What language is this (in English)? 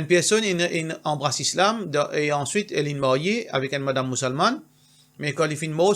Morisyen